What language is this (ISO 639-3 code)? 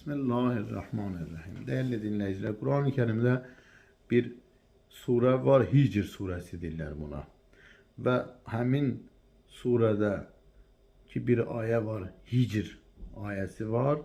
aze